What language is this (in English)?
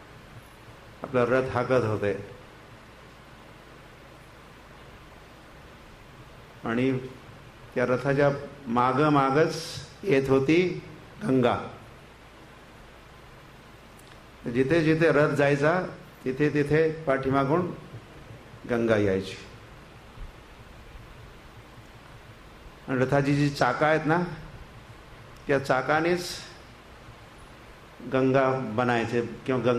Marathi